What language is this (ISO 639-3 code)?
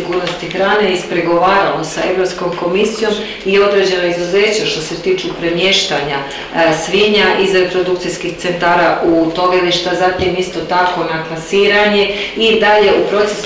hrv